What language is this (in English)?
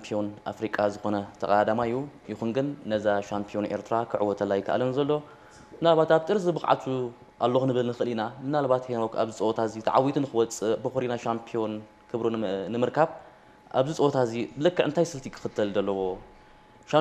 Tigrinya